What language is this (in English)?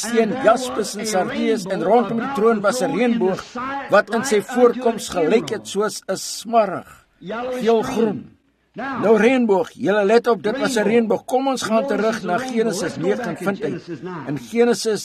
Afrikaans